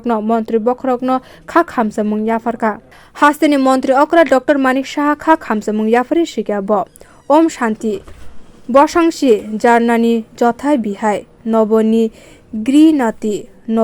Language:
Kok Borok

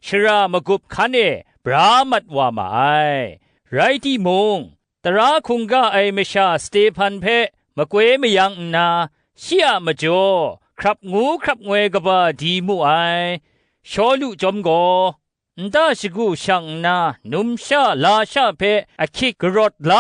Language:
Kachin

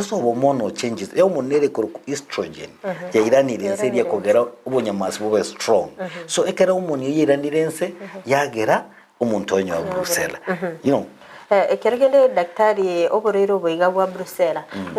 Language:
Gusii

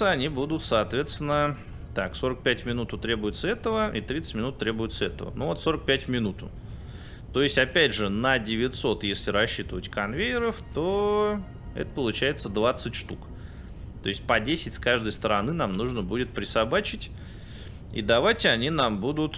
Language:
Russian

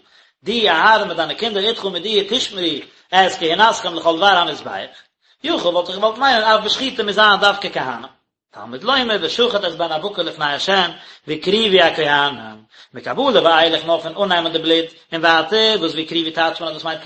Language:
Yiddish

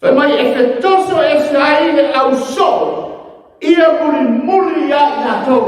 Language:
Samoan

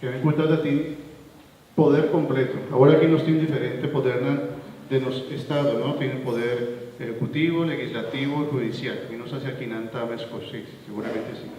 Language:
Papiamento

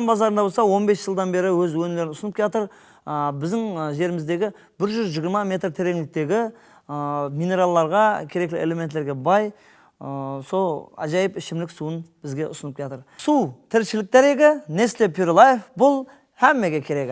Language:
Kara-Kalpak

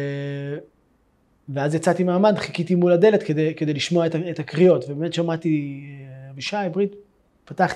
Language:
Hebrew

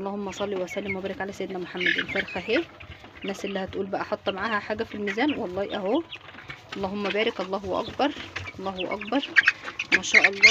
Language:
Egyptian Arabic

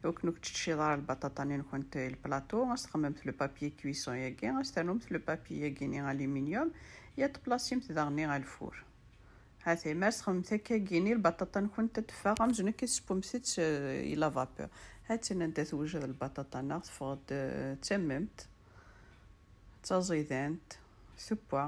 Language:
Kabyle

